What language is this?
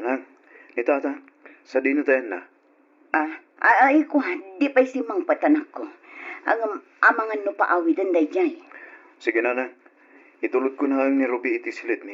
Iloko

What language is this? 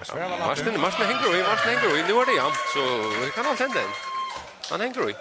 Faroese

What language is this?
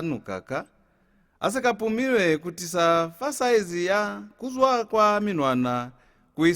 Lozi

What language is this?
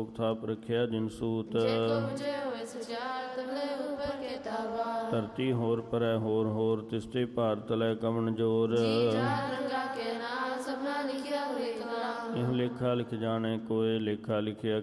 Punjabi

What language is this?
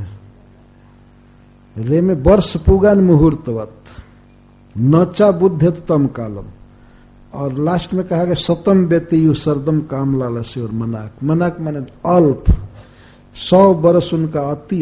Hindi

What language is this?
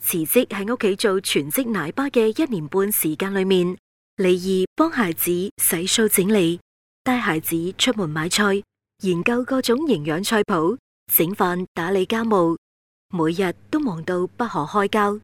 Cantonese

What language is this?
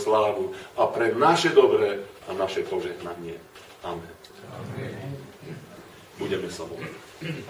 Slovak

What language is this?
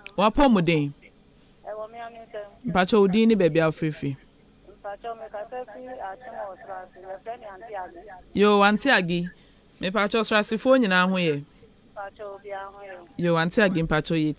Akan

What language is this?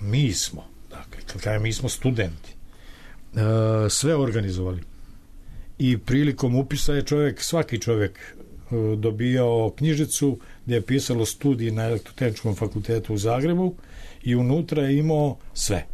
Serbian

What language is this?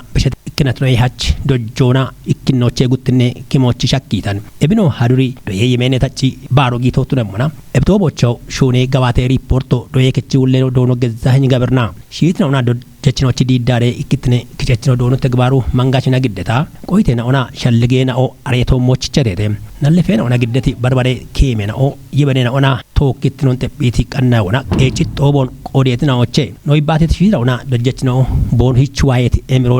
Kafa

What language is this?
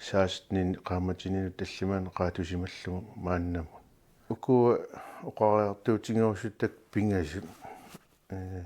Kalaallisut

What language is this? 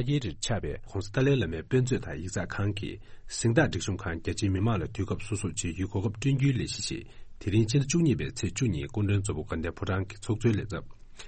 Tibetan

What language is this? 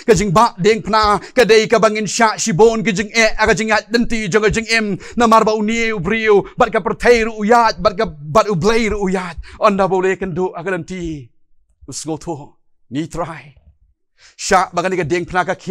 Khasi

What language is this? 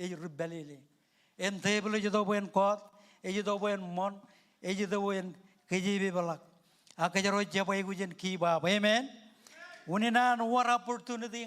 Marshallese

